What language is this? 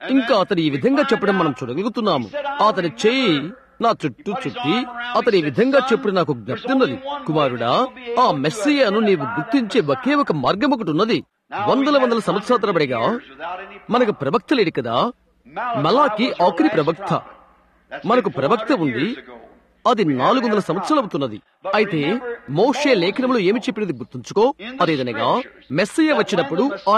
Telugu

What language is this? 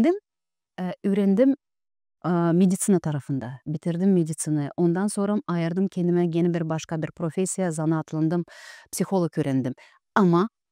Gagauz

